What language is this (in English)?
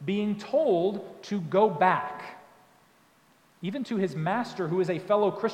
English